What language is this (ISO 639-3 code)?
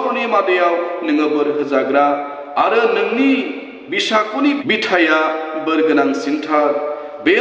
brx